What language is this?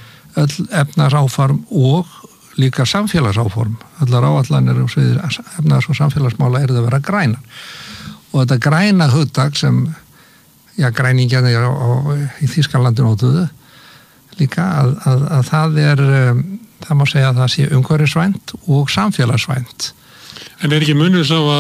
Icelandic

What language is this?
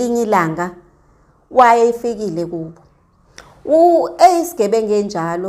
Zulu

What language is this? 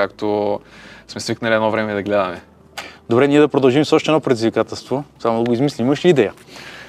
Bulgarian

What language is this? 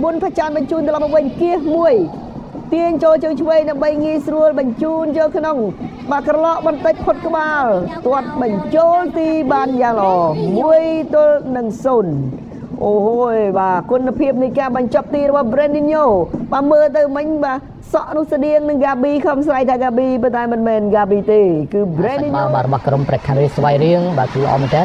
Khmer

